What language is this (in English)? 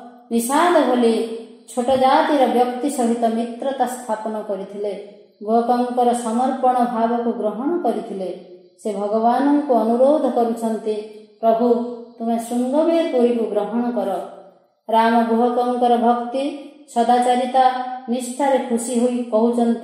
Odia